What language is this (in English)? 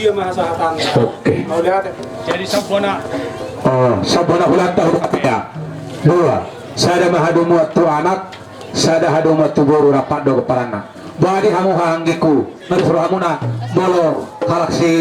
Batak Toba